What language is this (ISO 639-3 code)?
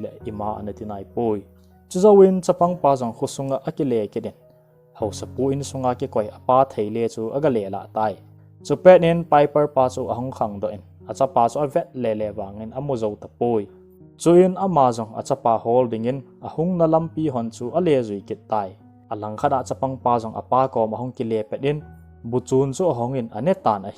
tcz